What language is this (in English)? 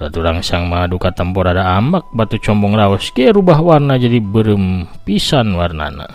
Sundanese